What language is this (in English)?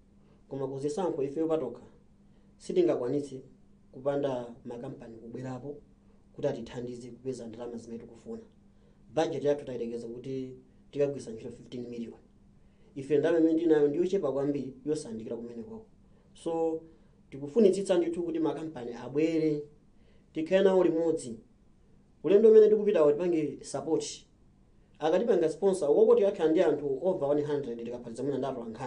Nyanja